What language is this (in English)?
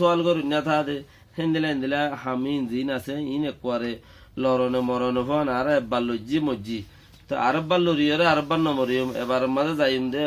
Rohingya